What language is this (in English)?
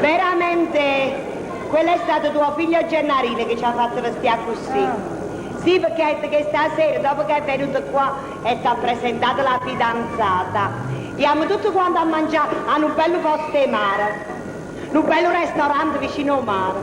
Neapolitan